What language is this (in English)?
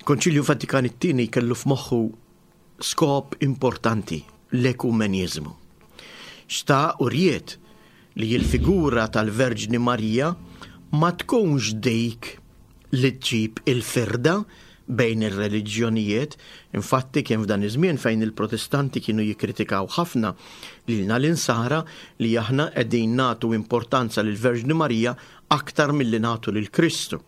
Maltese